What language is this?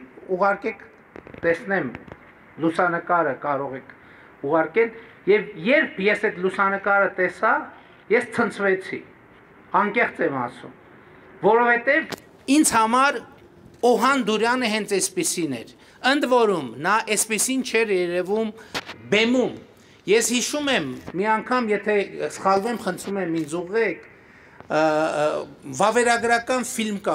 Armenian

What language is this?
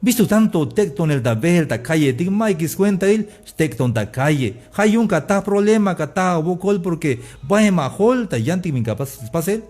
Tzeltal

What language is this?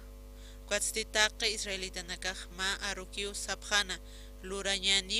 Aymara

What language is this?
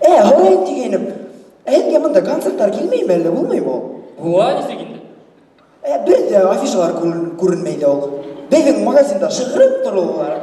Bashkir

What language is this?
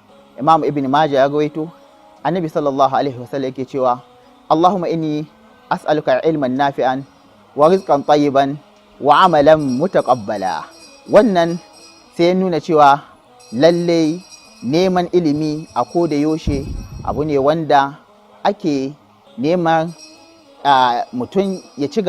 Hausa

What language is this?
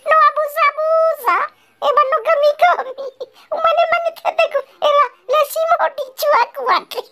Nias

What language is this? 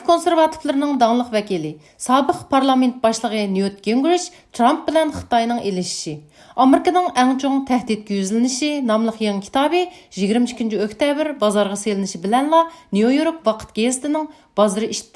Uyghur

